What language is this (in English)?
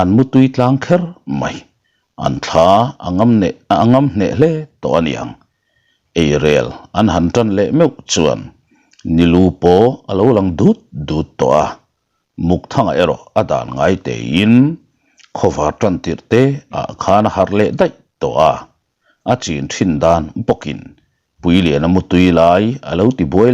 Mizo